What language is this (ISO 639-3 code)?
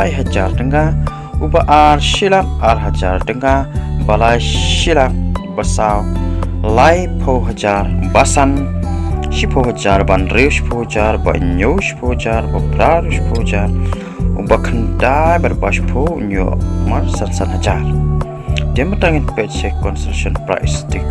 kha